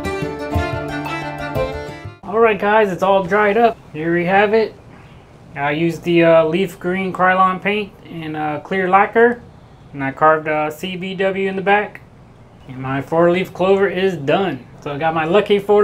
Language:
English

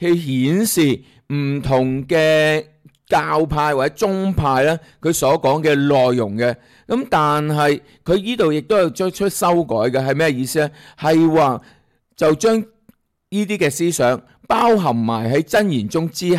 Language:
Cantonese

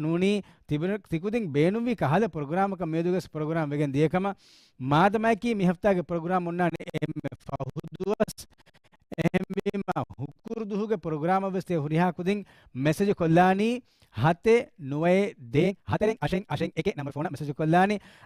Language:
Divehi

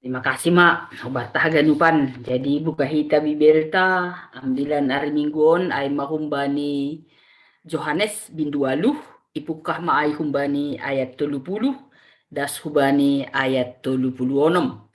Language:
Batak Simalungun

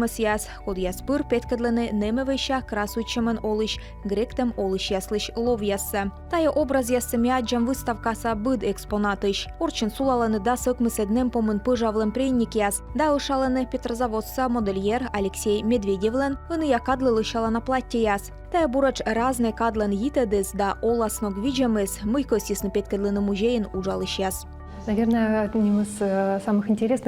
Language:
Komi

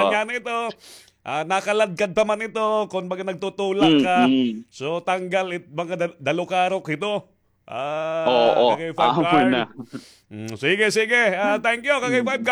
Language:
Waray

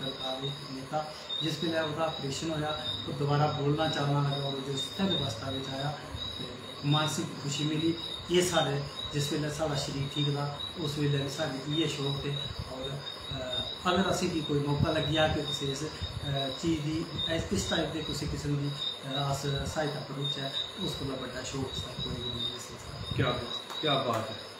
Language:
Dogri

